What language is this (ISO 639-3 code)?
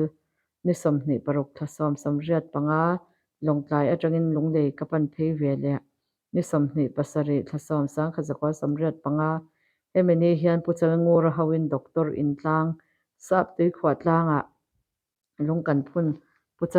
lus